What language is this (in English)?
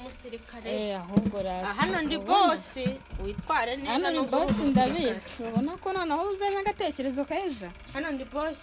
Kinyarwanda